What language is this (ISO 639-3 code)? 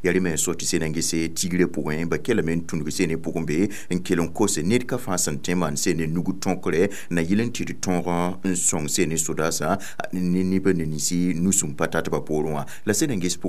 mos